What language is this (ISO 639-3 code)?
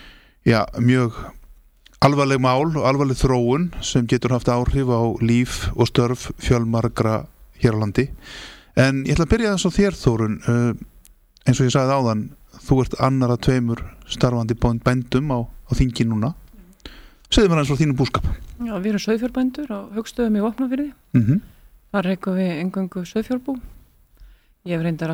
isl